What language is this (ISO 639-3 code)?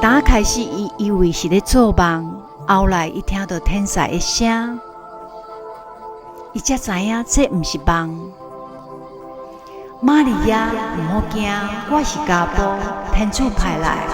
nan